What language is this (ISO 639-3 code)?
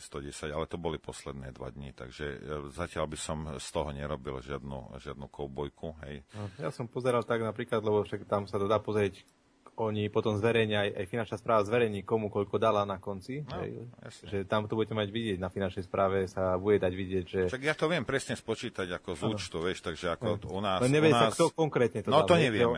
slk